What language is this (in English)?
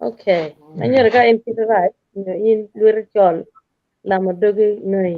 Acoli